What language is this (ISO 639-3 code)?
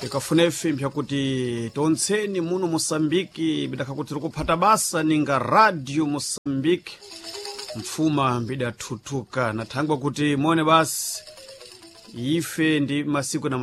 seh